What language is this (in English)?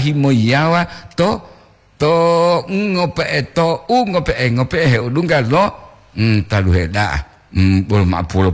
Gorontalo